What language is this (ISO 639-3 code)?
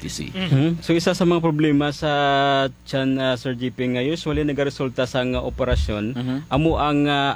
hil